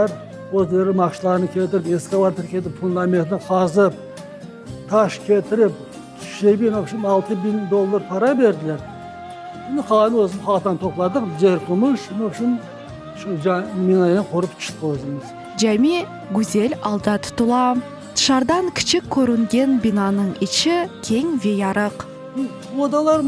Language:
Crimean Tatar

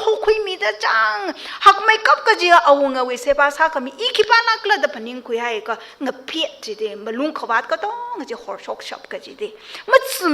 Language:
Tangkhul Naga (India)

